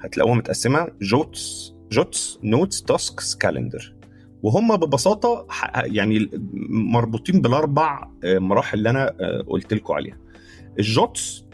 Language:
Egyptian Arabic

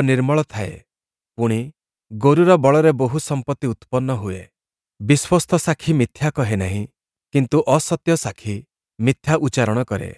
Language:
Odia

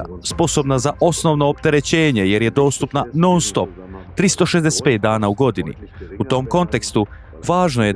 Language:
Croatian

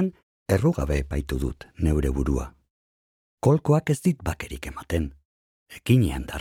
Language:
Basque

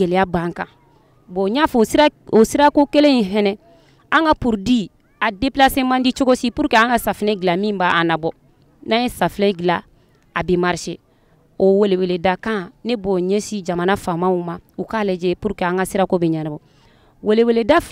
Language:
Bambara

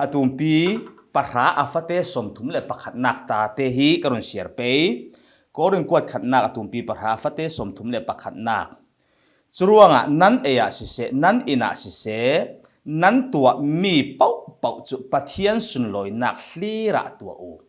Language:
Falam Chin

